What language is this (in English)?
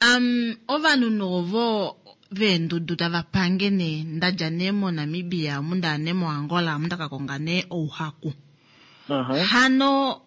Kuanyama